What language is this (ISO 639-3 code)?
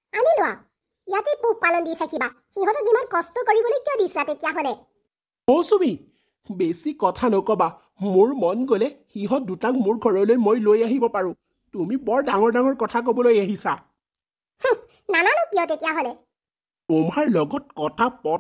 asm